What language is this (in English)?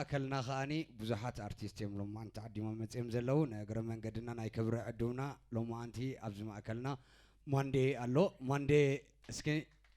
Tigrinya